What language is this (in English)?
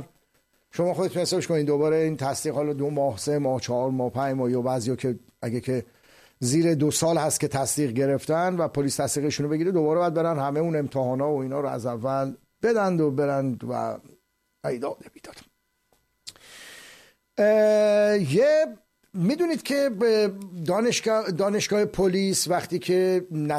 Persian